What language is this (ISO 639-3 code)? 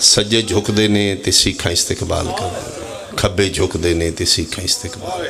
phr